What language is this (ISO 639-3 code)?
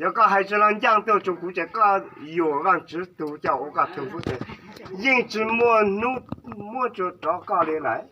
hmn